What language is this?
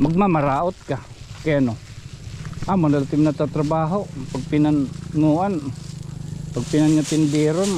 Waray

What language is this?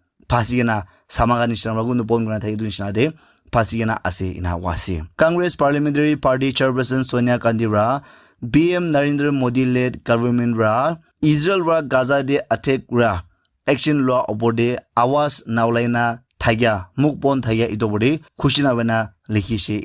Naga Pidgin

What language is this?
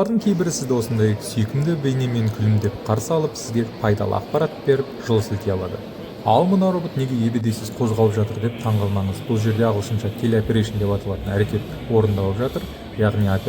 Kazakh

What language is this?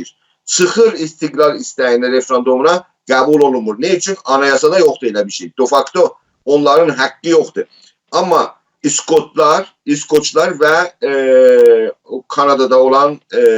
South Azerbaijani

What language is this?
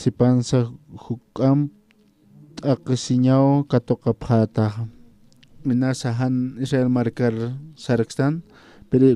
Aymara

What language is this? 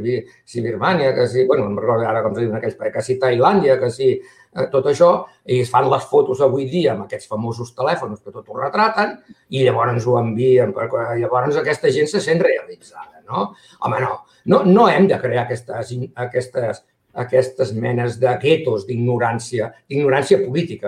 Catalan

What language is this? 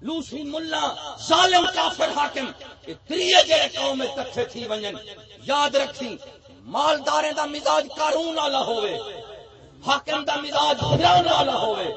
Saraiki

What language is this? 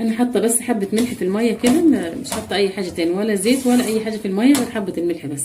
Egyptian Arabic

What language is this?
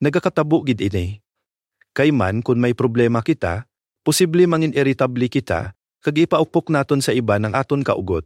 Hiligaynon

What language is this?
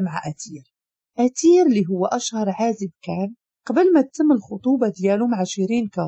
Moroccan Arabic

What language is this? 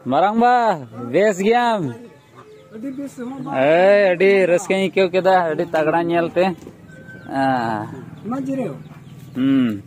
Santali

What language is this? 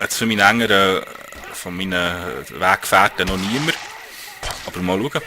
Swiss German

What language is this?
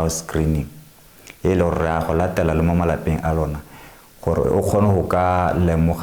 Tswana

